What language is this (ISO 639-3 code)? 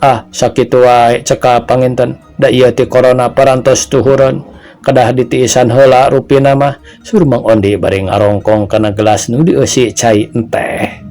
sun